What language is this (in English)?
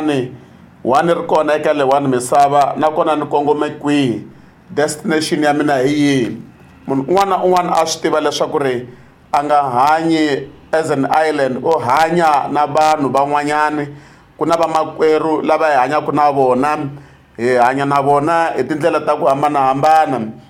Tsonga